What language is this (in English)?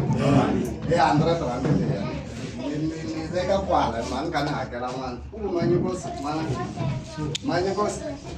Tsonga